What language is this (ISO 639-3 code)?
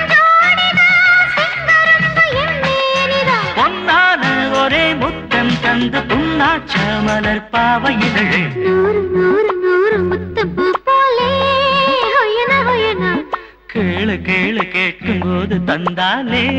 tam